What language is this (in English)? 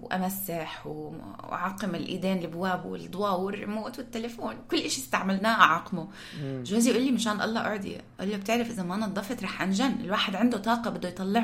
North Levantine Arabic